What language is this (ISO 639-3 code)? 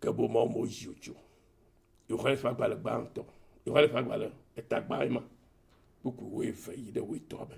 ewe